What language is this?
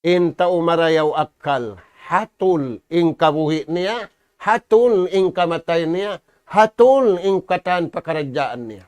Tausug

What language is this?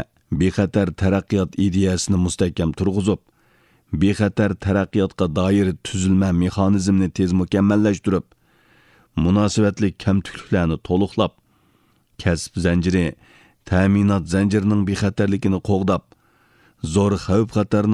Uyghur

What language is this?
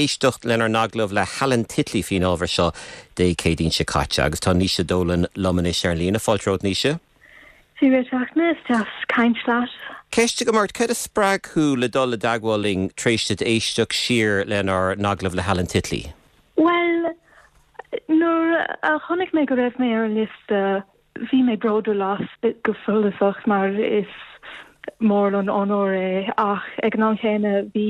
Irish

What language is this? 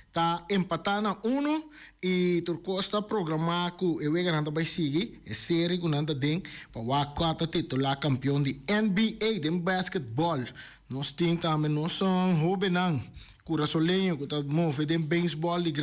Papiamento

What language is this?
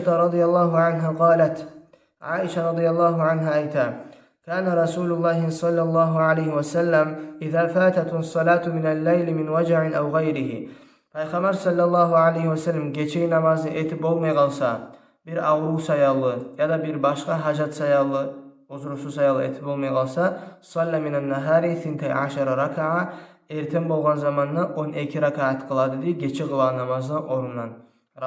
Kumyk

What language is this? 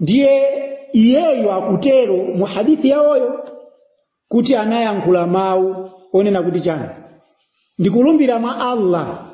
Nyanja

